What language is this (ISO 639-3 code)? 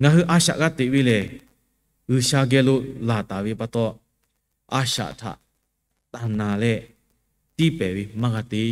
lhu